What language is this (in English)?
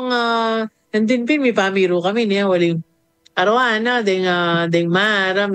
Pampanga